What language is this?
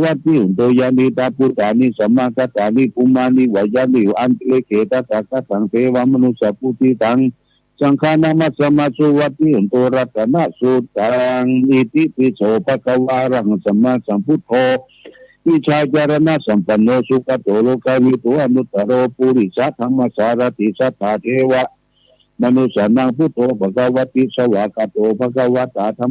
Pali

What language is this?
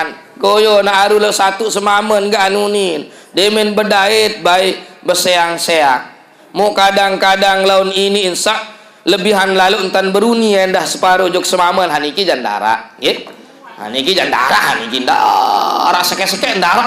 Sasak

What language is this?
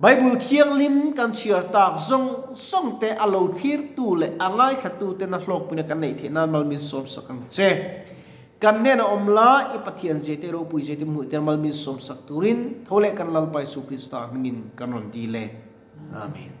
Mizo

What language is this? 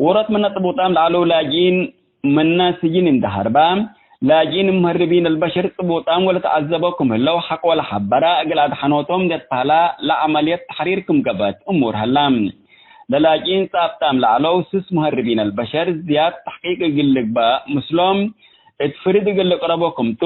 Tigre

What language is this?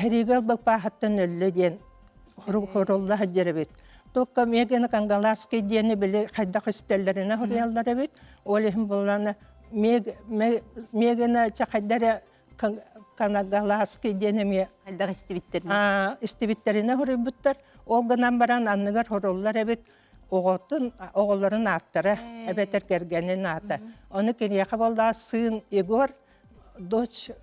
Yakut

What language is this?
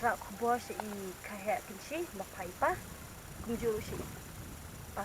Khasi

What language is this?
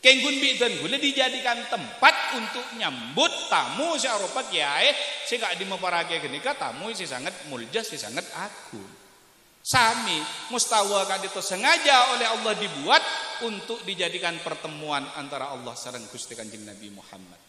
Madurese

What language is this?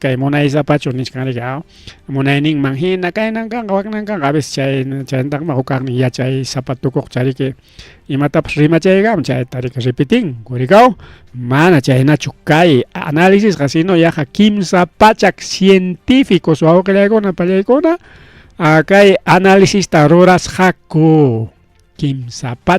Ayacucho Quechua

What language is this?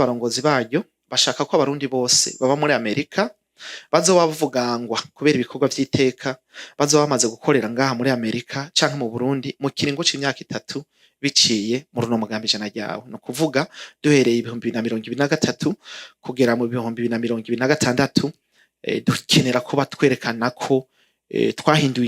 Rundi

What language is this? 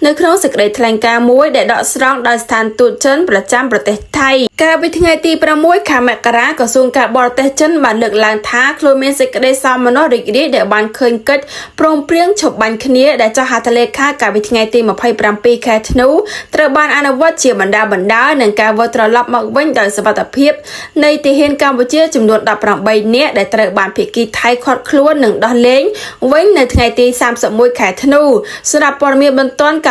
Khmer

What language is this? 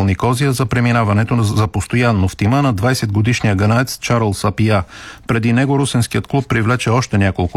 Bulgarian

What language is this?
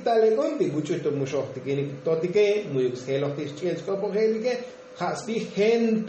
Tzotzil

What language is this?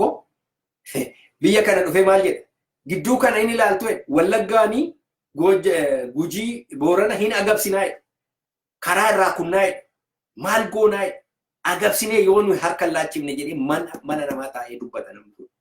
Oromo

